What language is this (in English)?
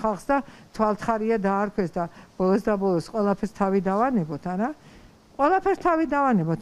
Georgian